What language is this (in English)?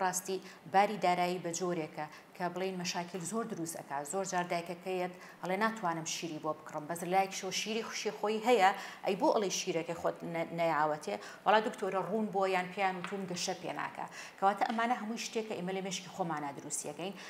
Central Kurdish